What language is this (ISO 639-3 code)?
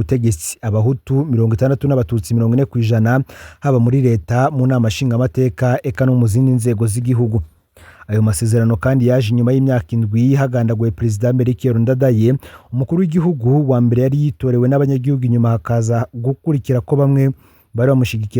run